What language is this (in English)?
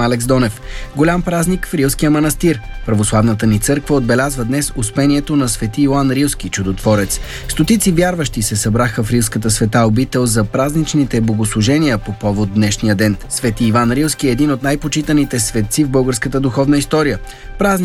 Bulgarian